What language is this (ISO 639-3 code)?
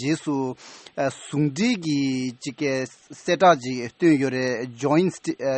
bod